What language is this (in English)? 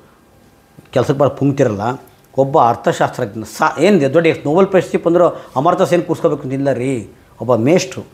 Kannada